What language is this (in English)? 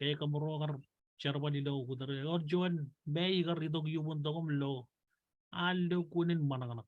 Marshallese